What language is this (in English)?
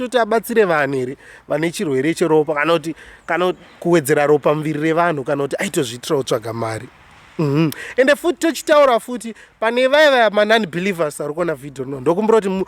Shona